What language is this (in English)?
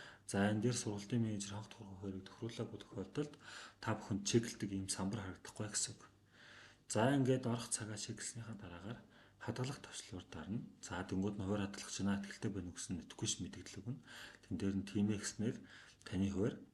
Mongolian